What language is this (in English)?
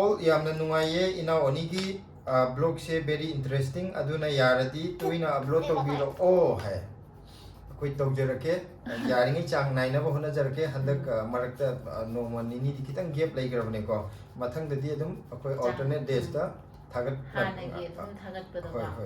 Manipuri